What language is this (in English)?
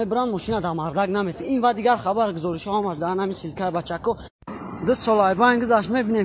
Tajik